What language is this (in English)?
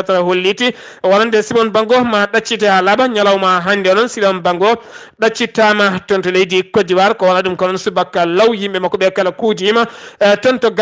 Fula